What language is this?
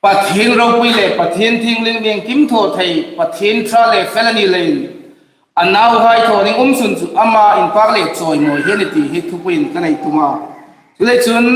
Hmar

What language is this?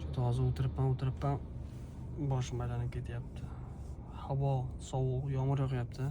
Uzbek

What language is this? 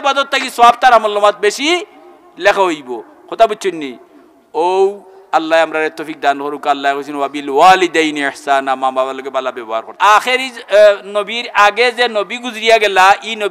Sylheti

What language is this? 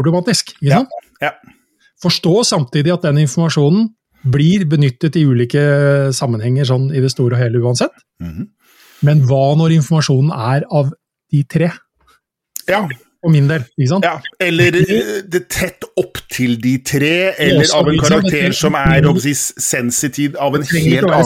Norwegian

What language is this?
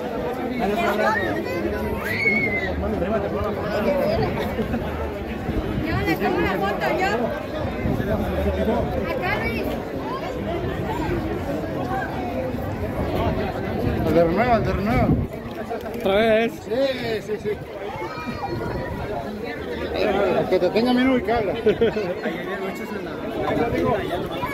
Spanish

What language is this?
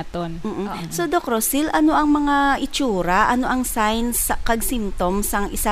Hiligaynon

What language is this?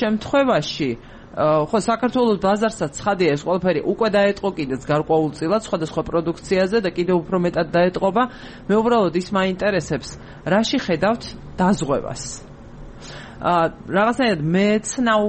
Georgian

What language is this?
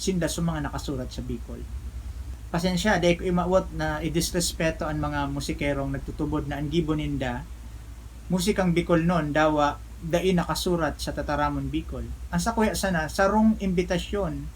Bikol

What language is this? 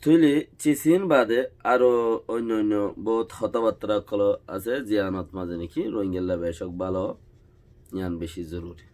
Rohingya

